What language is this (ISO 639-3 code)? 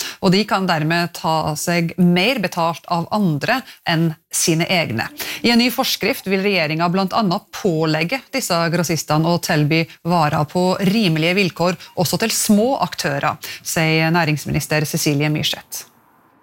nor